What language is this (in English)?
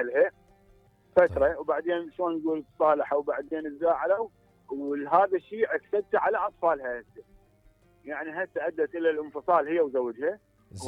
Mesopotamian Arabic